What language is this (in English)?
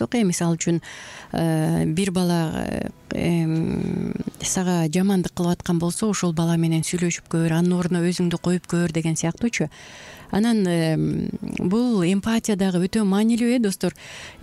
Kyrgyz